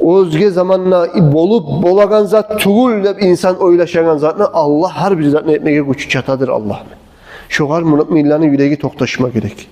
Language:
Kumyk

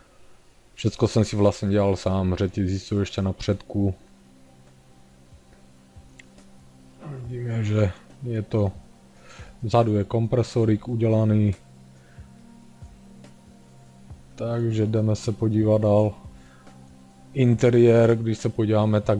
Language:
Czech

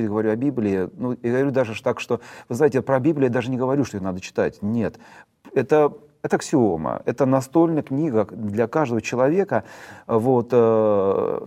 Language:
Russian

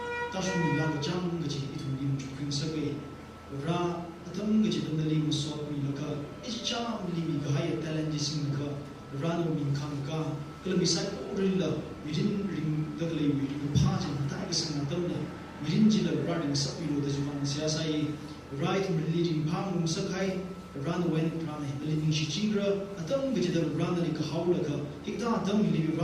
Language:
Tangkhul Naga (India)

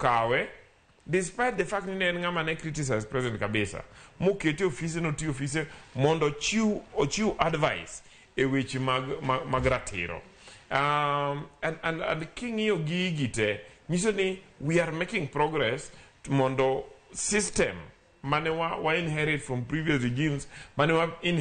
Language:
Luo (Kenya and Tanzania)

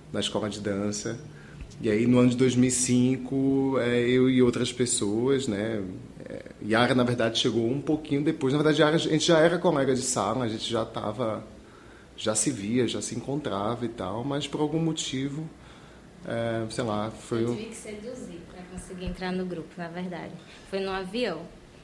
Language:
Portuguese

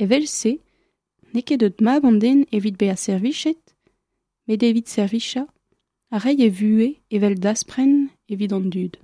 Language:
Breton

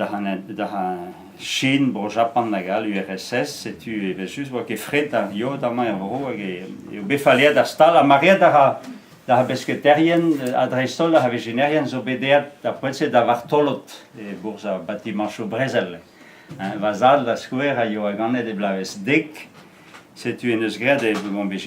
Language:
Breton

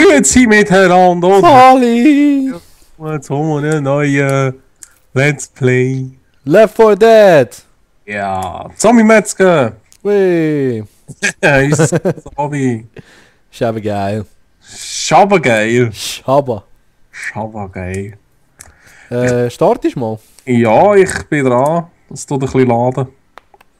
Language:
Swiss German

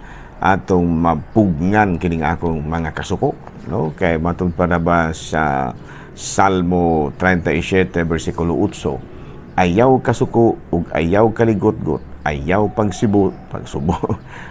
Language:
Cebuano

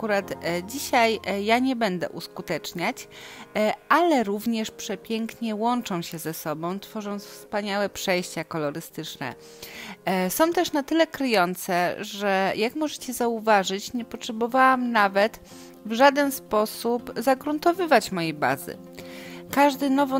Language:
Polish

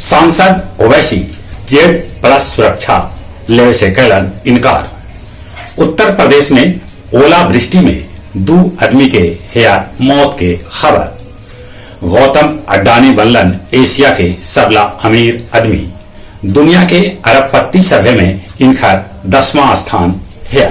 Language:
Magahi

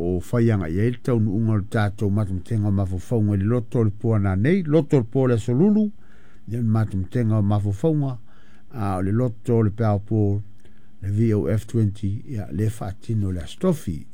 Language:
Samoan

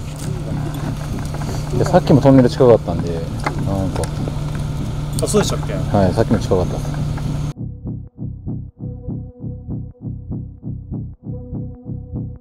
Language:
Japanese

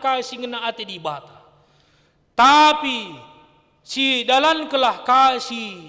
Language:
Batak Karo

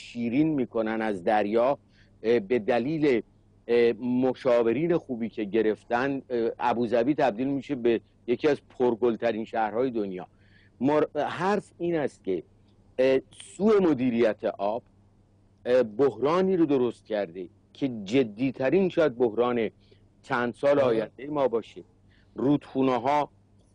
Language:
Persian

